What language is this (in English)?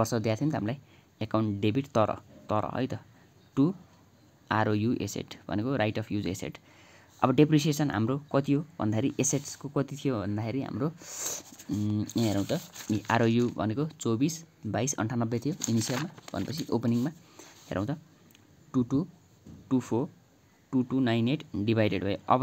Nepali